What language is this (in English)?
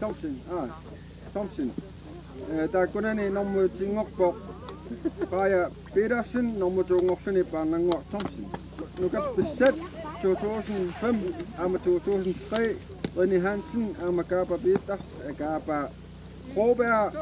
Kalaallisut